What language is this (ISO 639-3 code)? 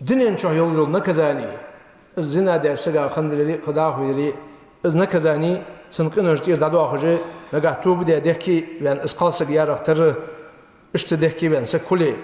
inh